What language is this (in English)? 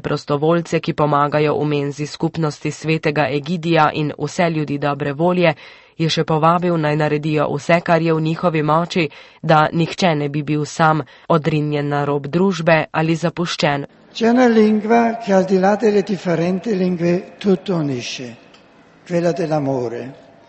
Slovenian